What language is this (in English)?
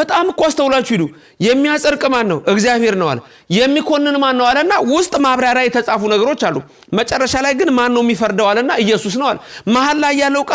Amharic